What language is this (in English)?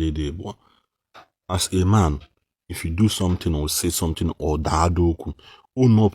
Igbo